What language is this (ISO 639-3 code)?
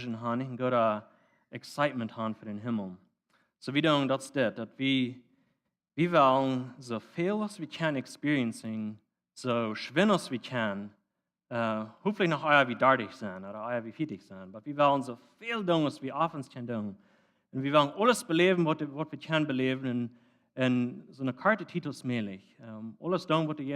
pdt